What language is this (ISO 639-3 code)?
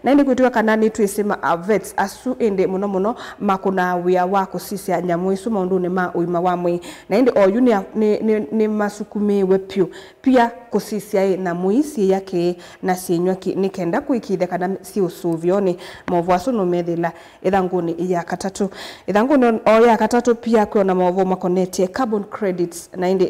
kam